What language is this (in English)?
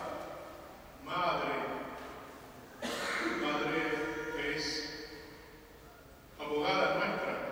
Spanish